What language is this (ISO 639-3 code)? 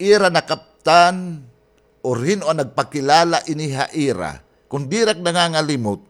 war